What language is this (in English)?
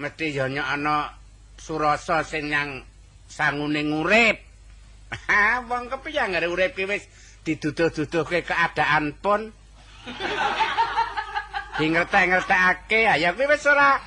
Javanese